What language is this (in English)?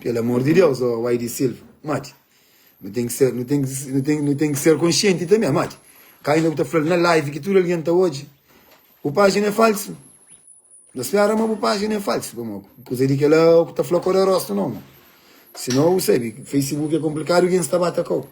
Kabuverdianu